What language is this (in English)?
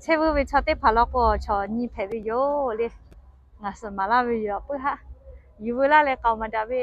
Lahu